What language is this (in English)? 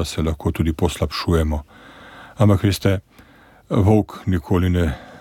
Slovenian